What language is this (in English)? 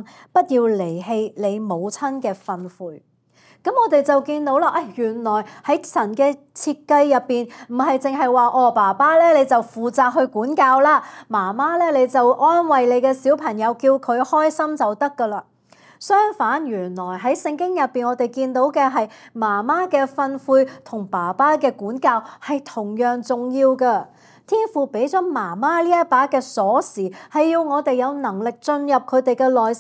Cantonese